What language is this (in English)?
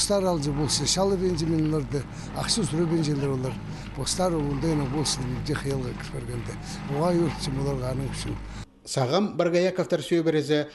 Khakas